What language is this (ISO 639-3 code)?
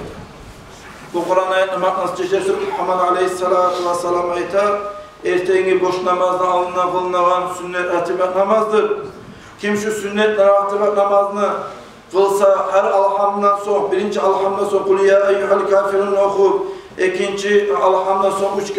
kum